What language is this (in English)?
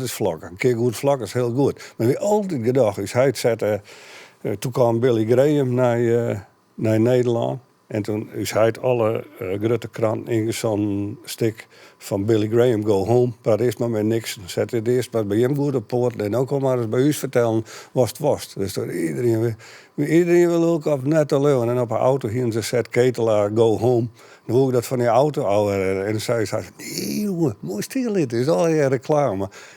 Western Frisian